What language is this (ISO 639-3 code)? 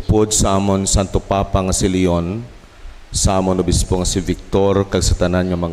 hil